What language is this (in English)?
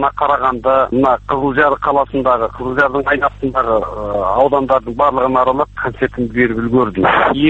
Kazakh